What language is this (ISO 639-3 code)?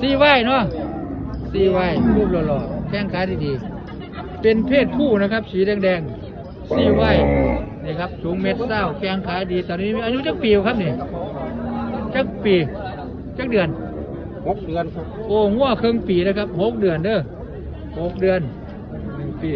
tts